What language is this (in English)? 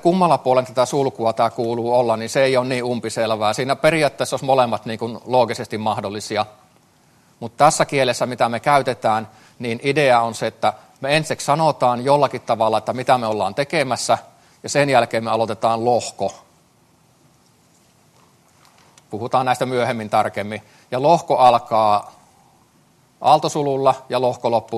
Finnish